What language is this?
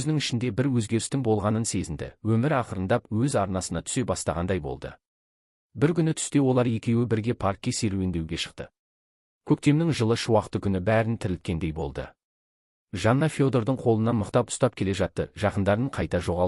Kazakh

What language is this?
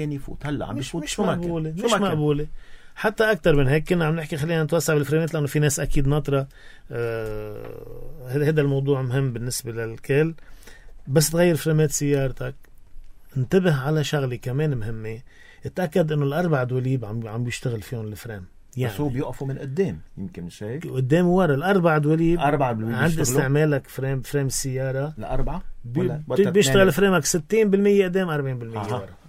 North Levantine Arabic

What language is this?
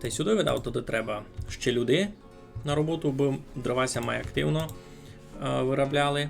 Rusyn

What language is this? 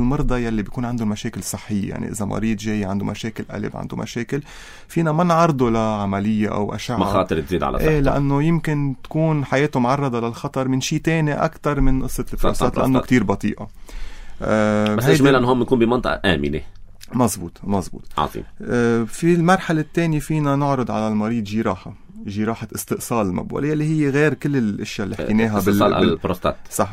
North Levantine Arabic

